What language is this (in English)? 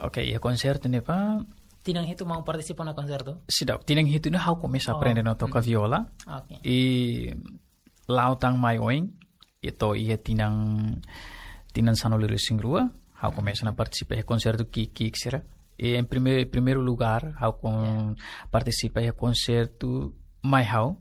Tetum